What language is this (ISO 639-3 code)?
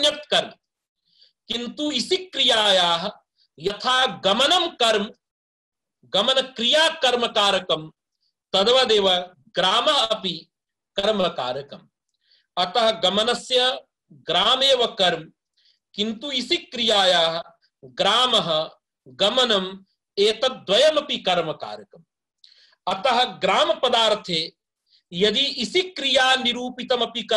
san